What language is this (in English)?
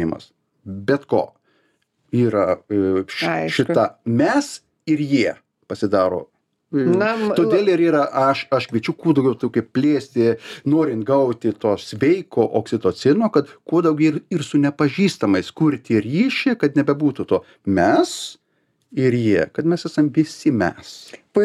Lithuanian